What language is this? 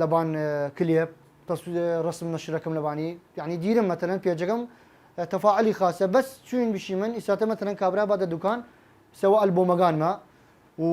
Southern Kurdish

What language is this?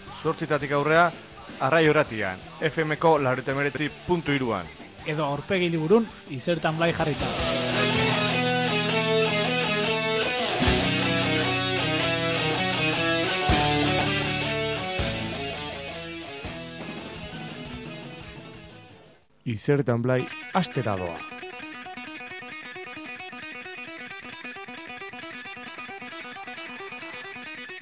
Basque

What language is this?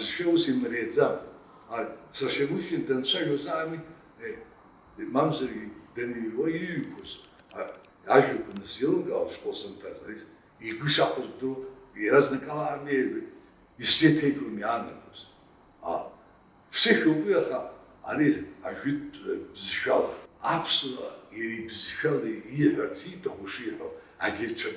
Abkhazian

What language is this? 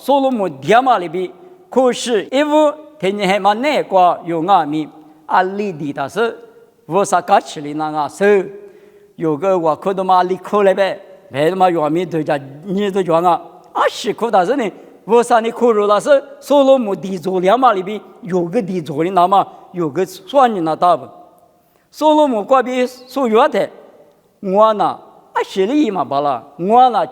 Lisu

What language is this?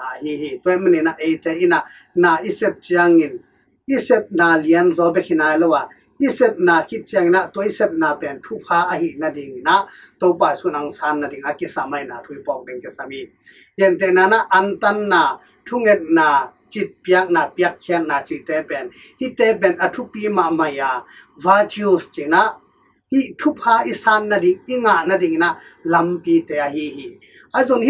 Tedim Chin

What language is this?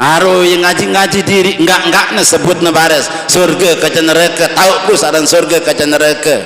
Sasak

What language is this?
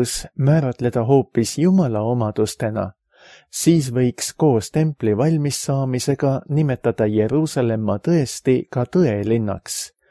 Estonian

